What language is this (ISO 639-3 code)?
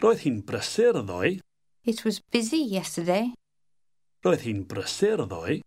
cym